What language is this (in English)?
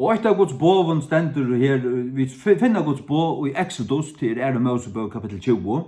Faroese